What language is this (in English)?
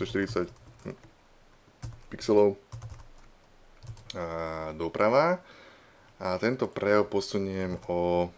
Slovak